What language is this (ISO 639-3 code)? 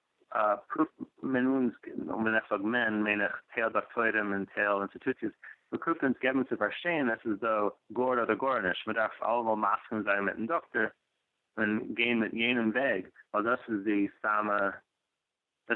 yid